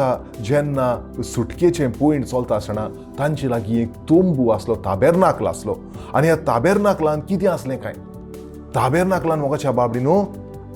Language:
Konkani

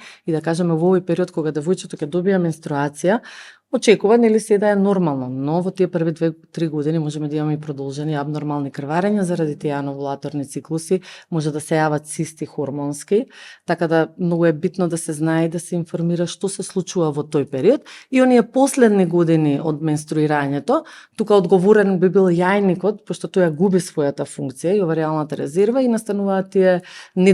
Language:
Macedonian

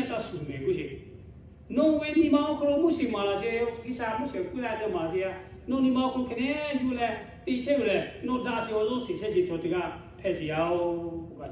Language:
Lahu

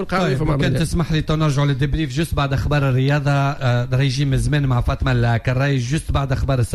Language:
Tunisian Arabic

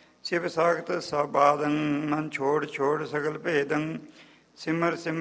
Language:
Punjabi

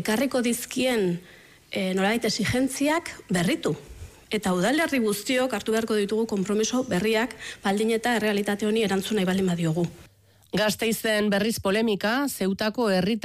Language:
Basque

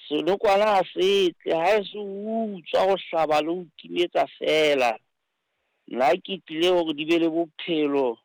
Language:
Southern Sotho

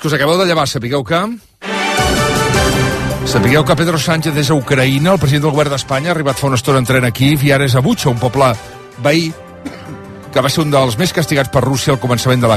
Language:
Catalan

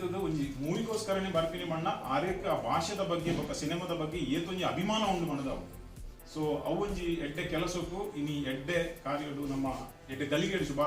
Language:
Tulu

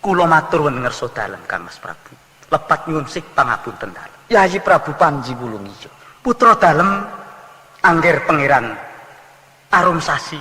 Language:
Javanese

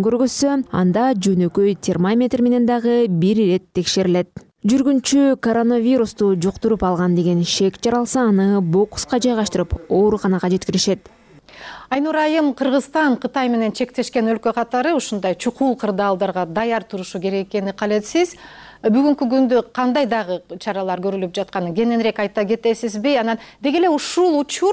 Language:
Kyrgyz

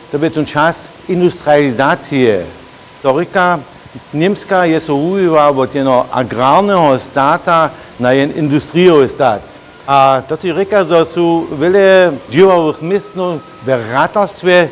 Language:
Upper Sorbian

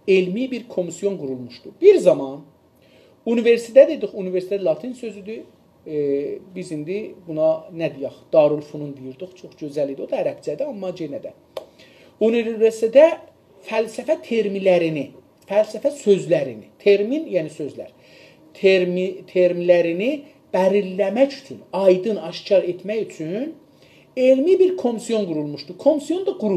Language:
South Azerbaijani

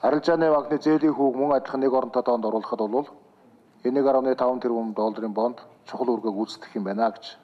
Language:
Mongolian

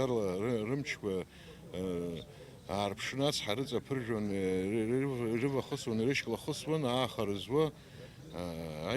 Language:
Abkhazian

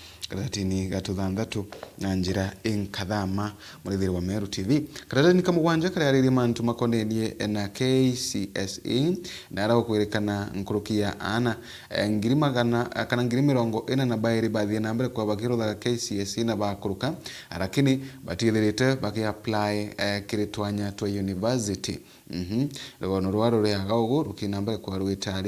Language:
Meru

